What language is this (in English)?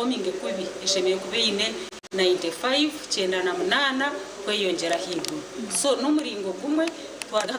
Nyankole